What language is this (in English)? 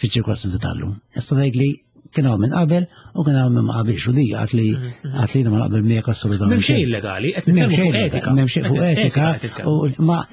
Maltese